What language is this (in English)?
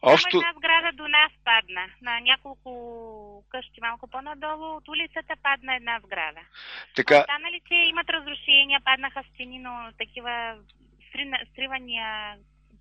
Bulgarian